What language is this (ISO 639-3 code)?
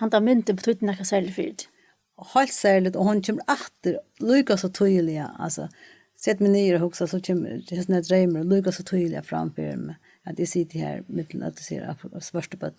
fao